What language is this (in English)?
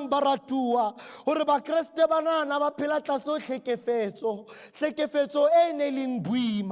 Southern Sotho